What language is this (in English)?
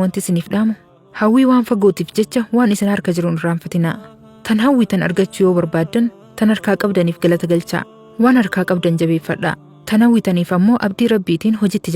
Oromo